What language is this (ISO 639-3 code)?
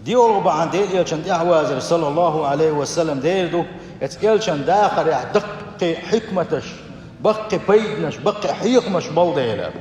che